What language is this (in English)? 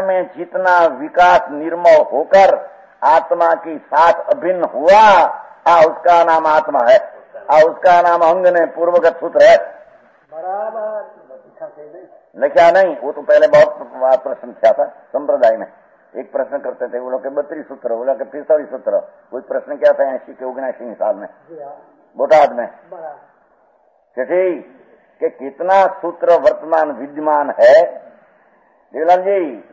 Hindi